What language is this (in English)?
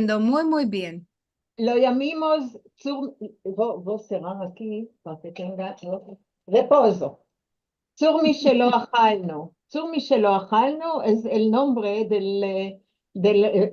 Ladino